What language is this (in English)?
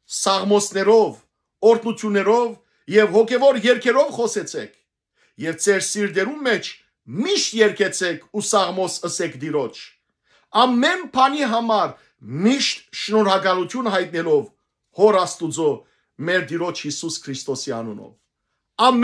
Western Armenian